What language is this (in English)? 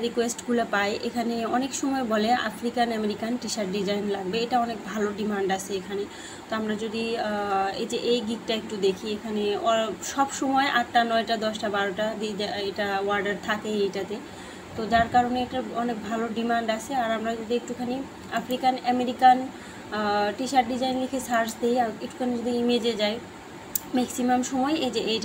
Bangla